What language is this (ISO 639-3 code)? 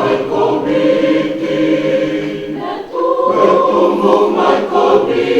fij